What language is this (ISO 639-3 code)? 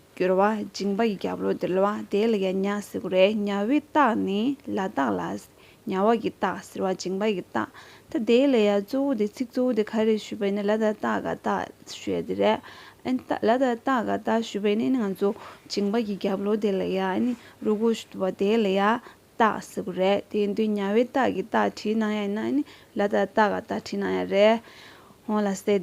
bod